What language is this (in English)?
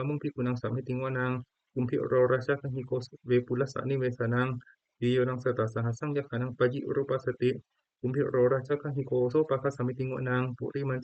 Pali